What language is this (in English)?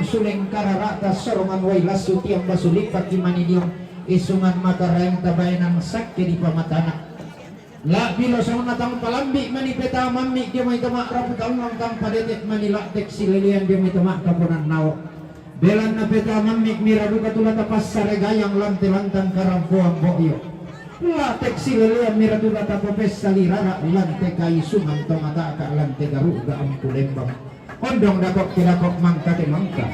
Toraja-Sa'dan